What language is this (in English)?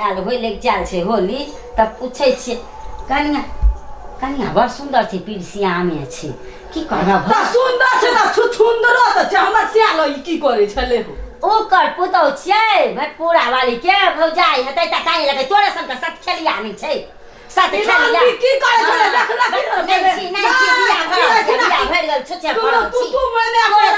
Maithili